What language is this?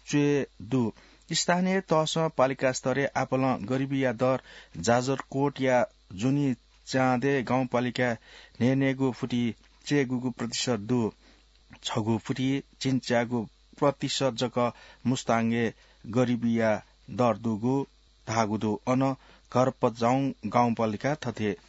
Newari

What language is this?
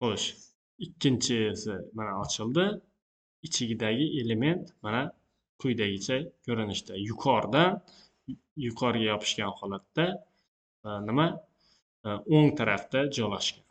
Uzbek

